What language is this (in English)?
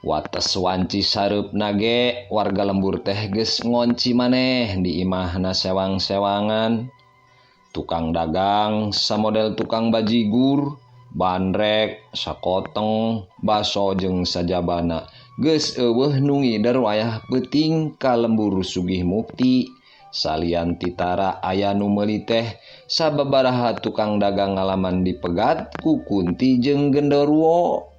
Sundanese